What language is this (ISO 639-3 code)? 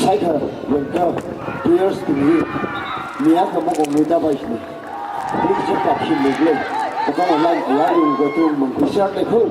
nmf